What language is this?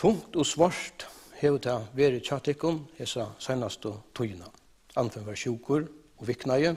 Faroese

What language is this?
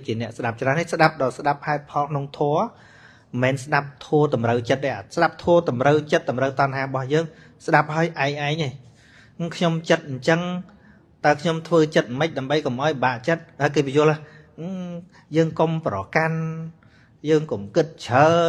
Khmer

